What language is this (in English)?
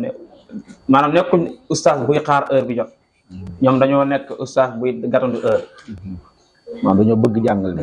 Wolof